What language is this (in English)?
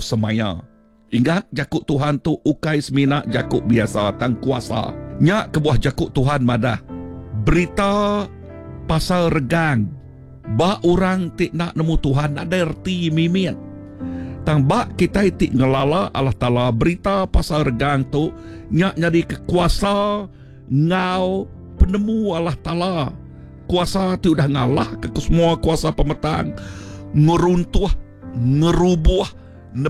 Iban